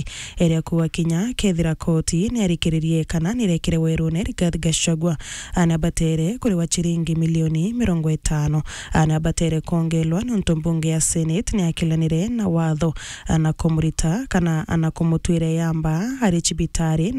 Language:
Meru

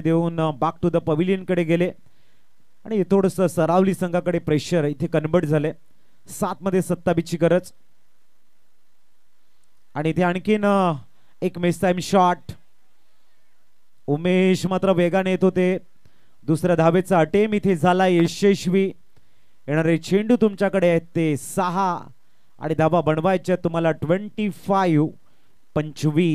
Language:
Marathi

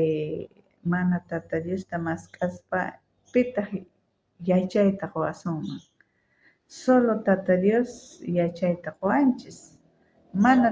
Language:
South Bolivian Quechua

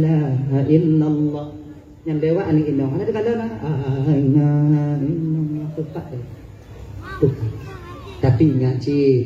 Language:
Achinese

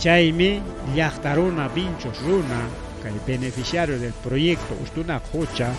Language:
Ayacucho Quechua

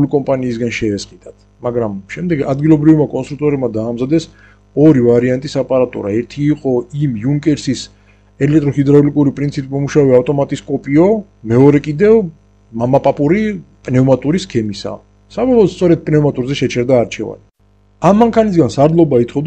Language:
Georgian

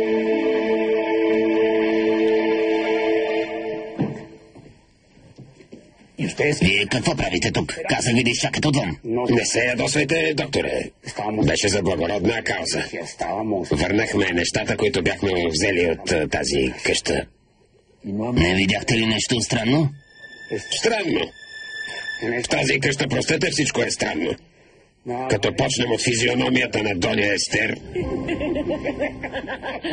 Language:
Bulgarian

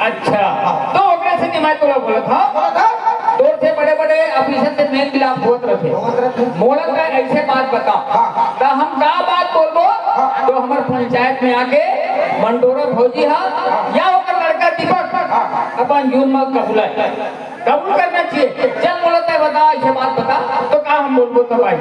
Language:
Chhattisgarhi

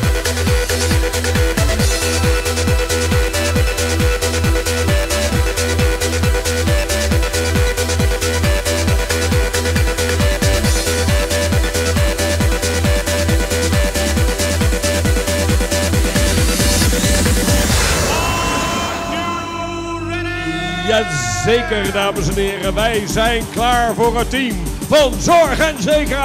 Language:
Dutch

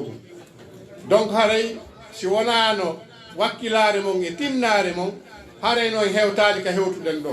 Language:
Fula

